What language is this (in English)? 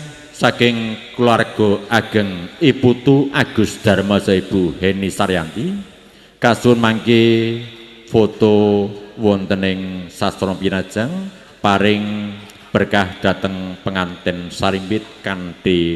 Javanese